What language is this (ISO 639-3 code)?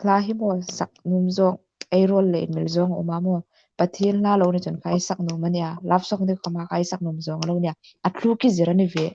hmr